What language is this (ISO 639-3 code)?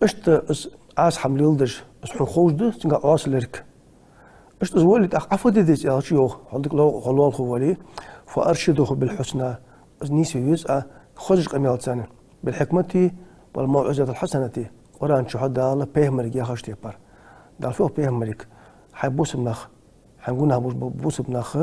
inh